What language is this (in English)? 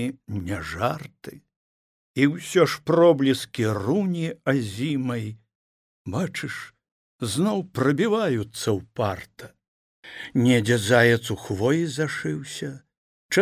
Belarusian